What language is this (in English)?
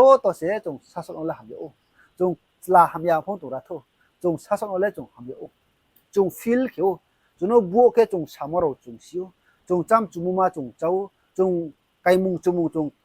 Riang (India)